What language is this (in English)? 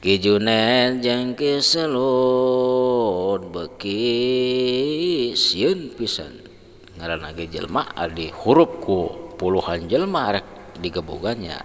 Sundanese